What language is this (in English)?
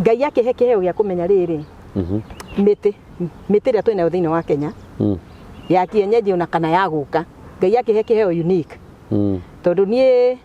Kikuyu